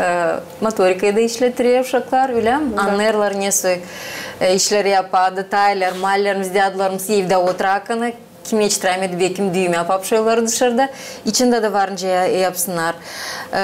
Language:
Gagauz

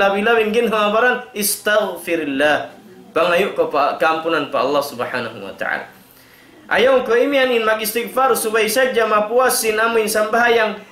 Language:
Tausug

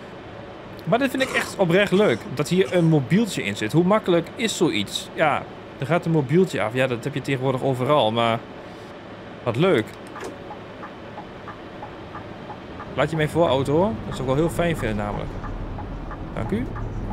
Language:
Dutch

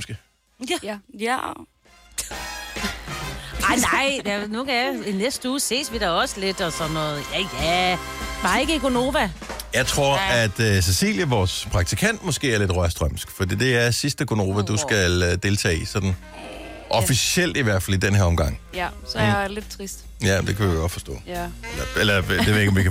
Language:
Danish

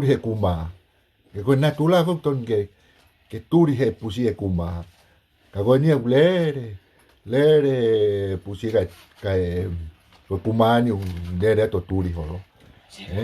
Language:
Tongan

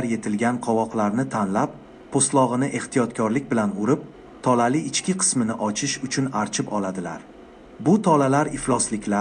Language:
Uzbek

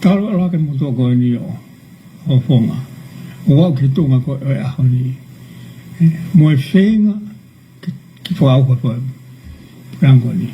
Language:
Tongan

